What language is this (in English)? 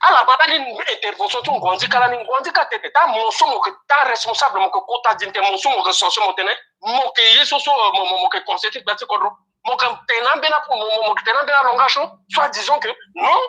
Sango